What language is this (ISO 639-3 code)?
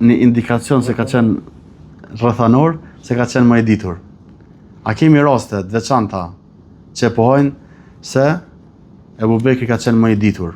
sqi